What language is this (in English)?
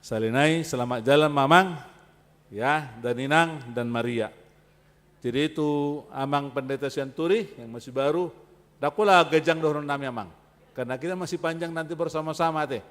Batak Toba